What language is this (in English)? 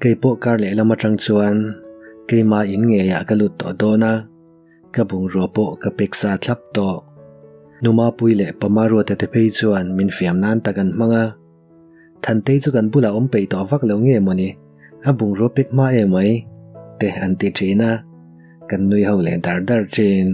Mizo